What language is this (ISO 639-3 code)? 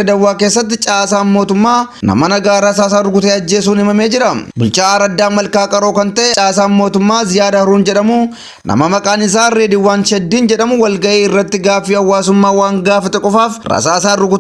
orm